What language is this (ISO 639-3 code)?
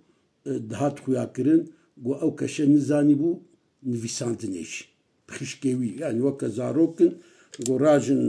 kur